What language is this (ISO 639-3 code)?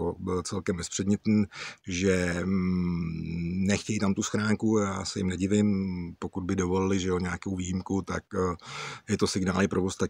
ces